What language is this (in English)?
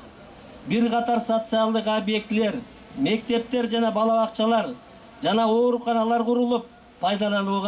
Kyrgyz